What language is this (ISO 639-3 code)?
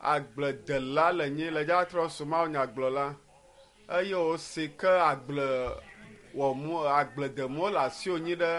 ewe